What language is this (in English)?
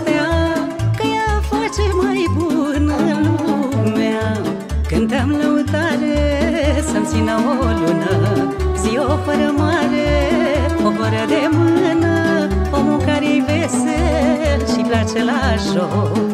Romanian